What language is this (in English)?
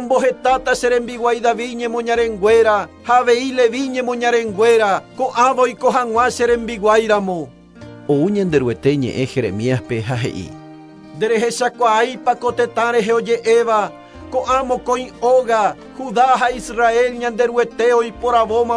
Guarani